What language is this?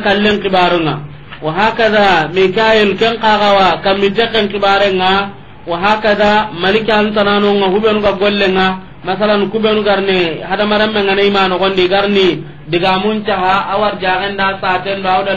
Soninke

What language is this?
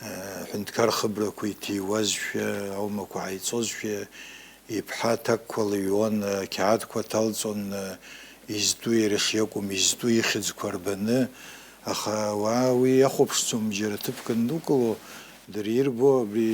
Abkhazian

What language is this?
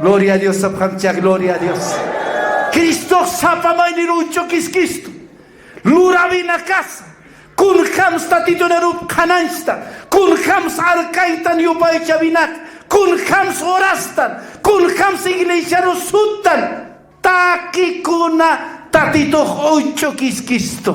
Aymara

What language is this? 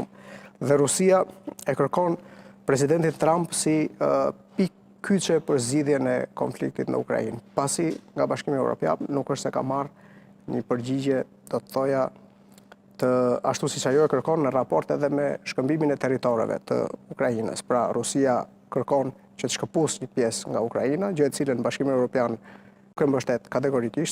Albanian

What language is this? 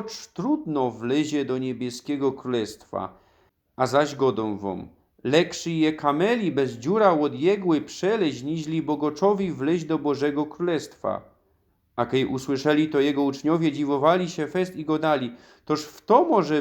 Silesian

